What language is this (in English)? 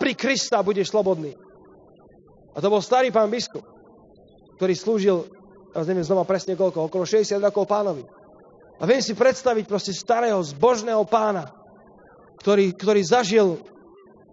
Slovak